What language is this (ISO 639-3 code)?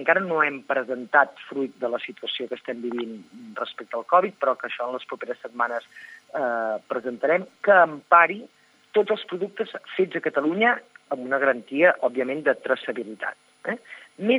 cat